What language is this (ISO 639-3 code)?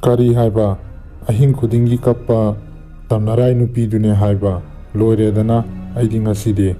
mni